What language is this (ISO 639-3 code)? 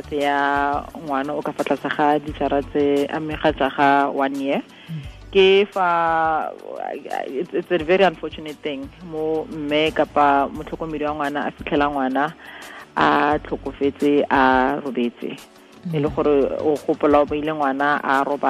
tsn